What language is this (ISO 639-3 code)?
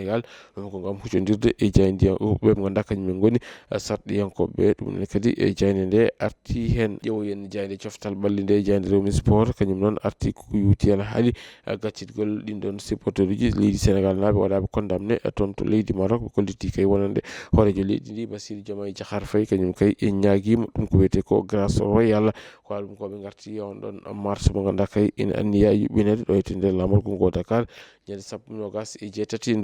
ful